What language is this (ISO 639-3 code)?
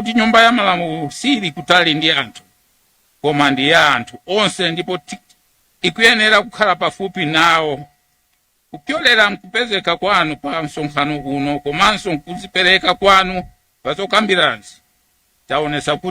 nya